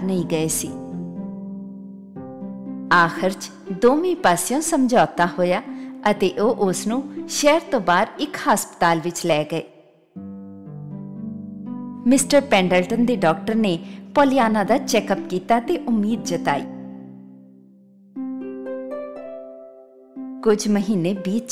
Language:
Punjabi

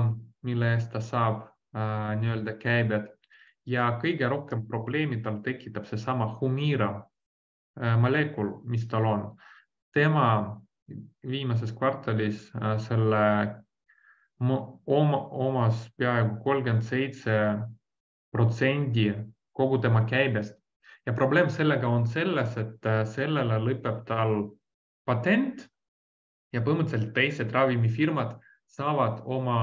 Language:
Estonian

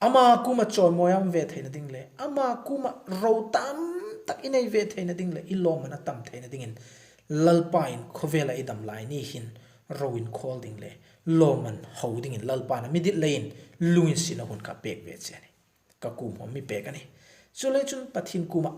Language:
Hmar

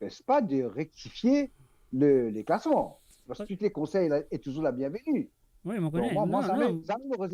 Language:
Morisyen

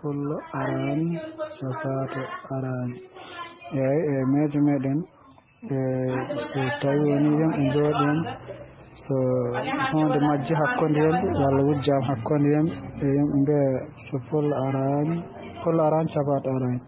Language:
Fula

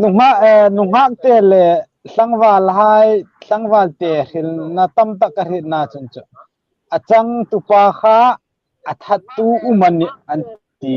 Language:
Hmar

